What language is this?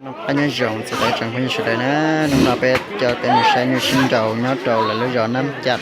Hmong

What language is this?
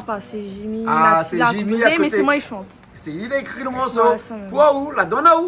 Réunion Creole French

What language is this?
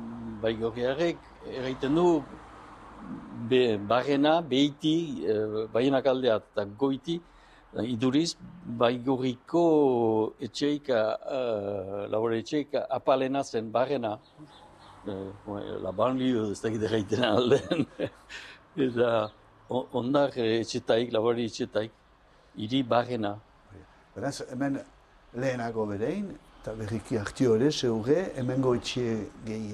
Basque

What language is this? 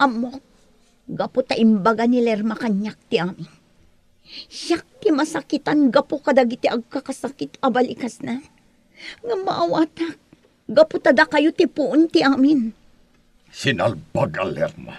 Iloko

